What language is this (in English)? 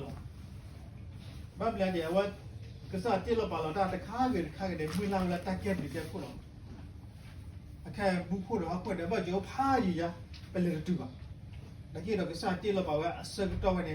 S'gaw Karen